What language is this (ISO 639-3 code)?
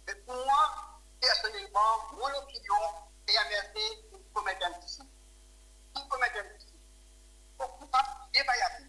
mfe